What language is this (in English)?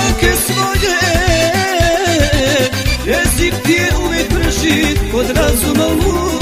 Croatian